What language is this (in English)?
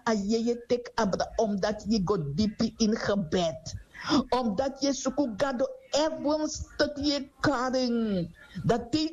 Sranan Tongo